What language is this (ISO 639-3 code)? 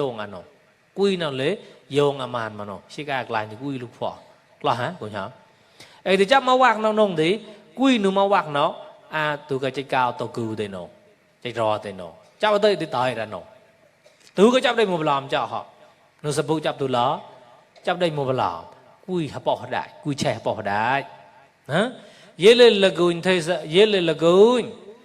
mnw